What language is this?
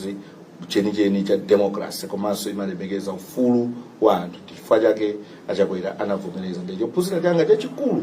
Nyanja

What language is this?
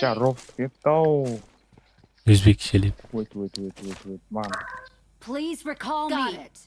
Kara-Kalpak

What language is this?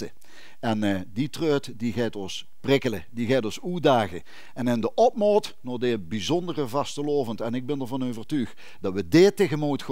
Limburgish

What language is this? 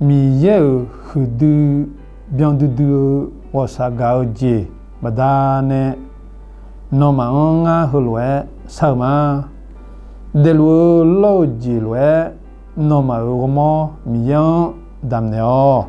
Akha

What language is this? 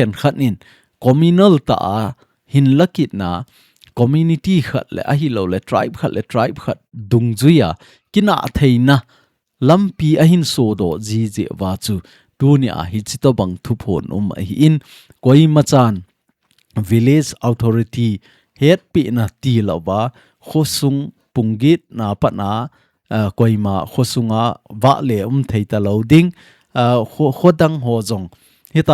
Thado Chin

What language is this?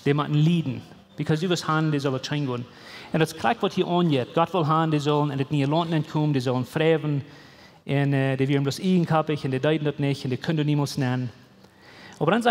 Plautdietsch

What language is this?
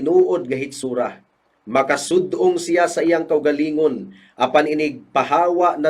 Cebuano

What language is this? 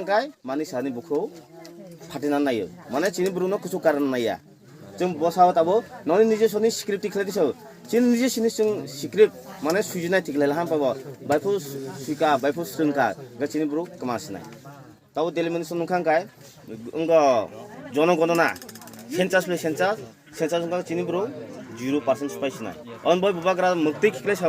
Kok Borok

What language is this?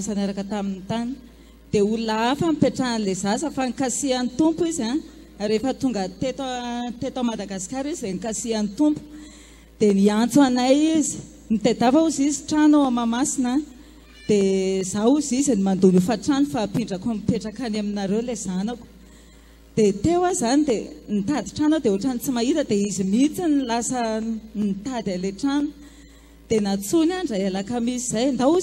Malagasy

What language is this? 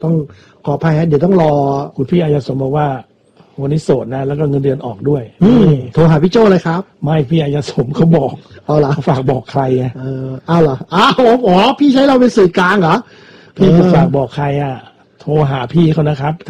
Thai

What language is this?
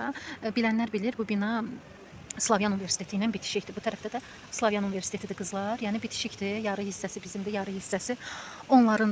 Azerbaijani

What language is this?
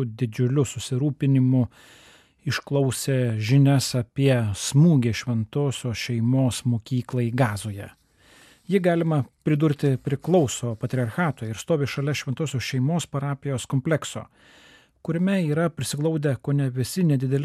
Lithuanian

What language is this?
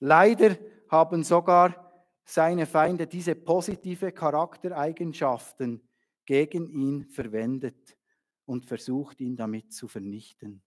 Swiss German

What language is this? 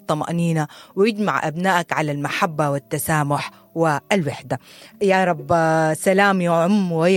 Sudanese Arabic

